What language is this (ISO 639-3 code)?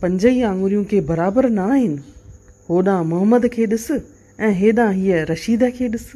snd